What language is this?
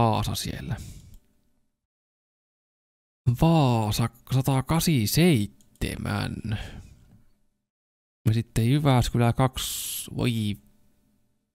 Finnish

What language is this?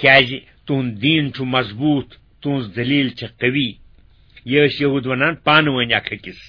Kashmiri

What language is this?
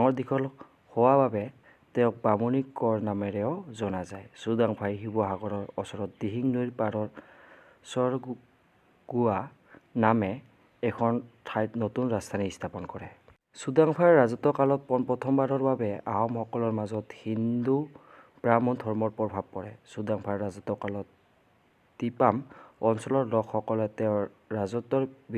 Assamese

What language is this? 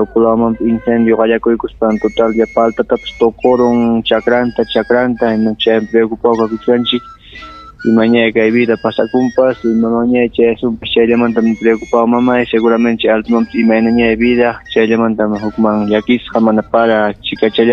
Ayacucho Quechua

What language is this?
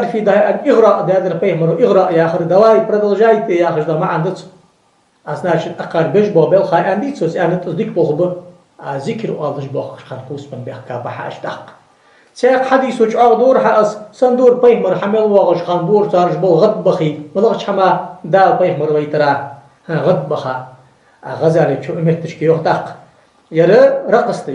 Ingush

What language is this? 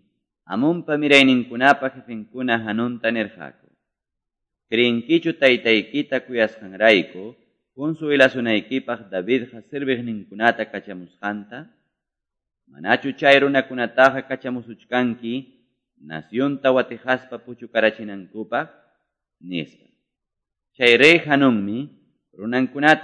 Quechua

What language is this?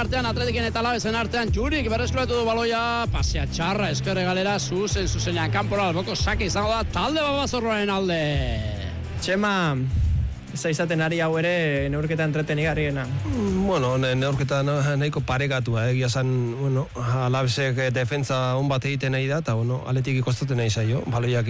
Basque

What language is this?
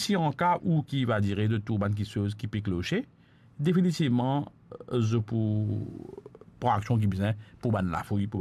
Morisyen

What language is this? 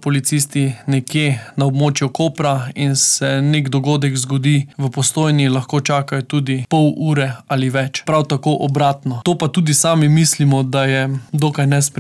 Slovenian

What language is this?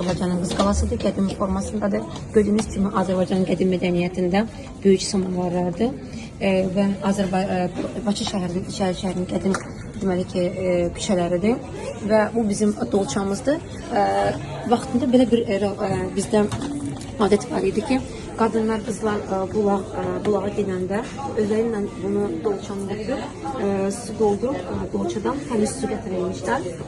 Azerbaijani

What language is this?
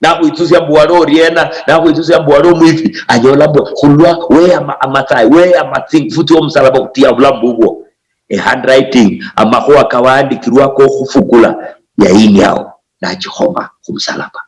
Luyia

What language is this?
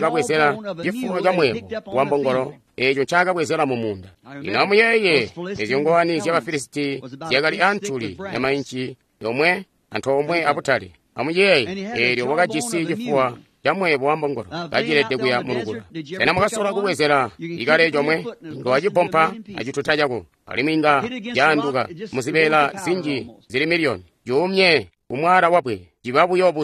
Tonga (Zambia)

